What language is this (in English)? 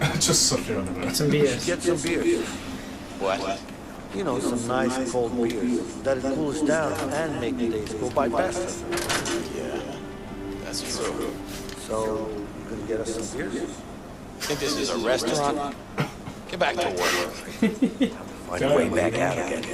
Welsh